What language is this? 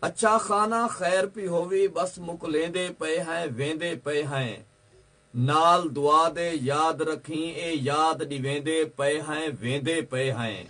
Saraiki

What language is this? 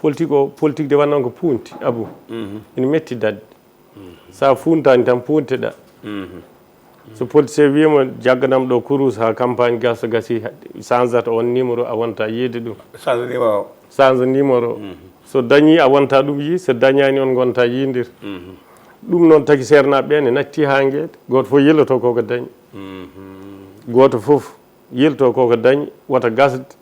Fula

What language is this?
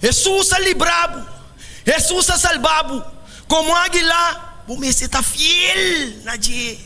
Papiamento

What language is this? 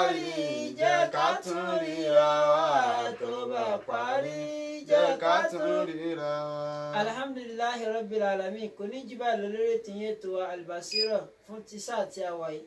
Yoruba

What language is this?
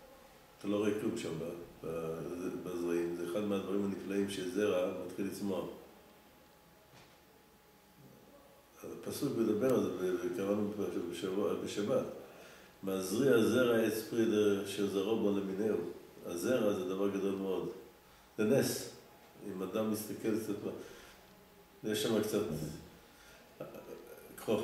Hebrew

